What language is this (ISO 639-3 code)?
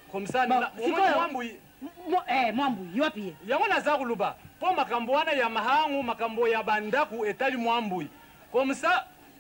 lin